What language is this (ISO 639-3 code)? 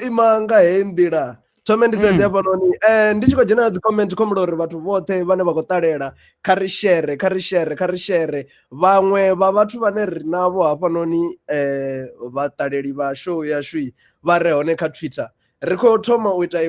ven